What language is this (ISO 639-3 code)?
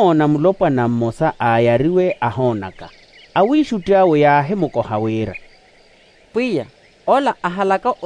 vmw